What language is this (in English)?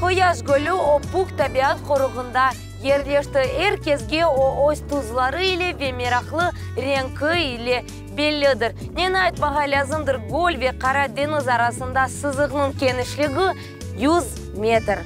Crimean Tatar